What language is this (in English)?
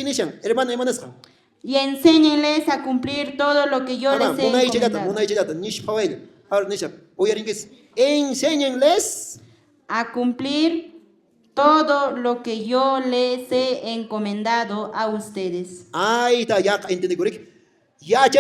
Quechua